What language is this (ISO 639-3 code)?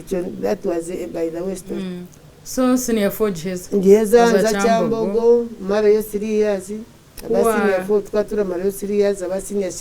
nyn